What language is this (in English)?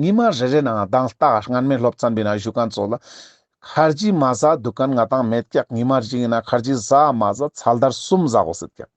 Ladakhi